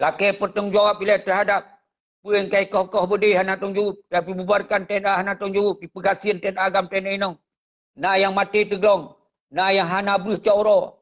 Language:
Achinese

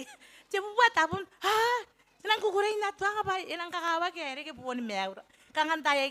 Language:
Gilbertese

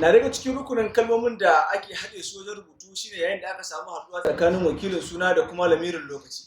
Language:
Hausa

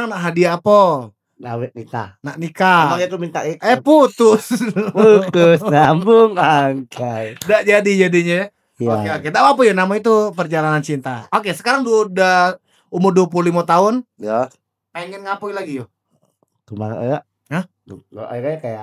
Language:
Musi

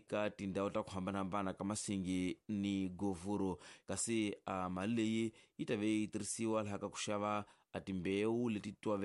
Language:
Tsonga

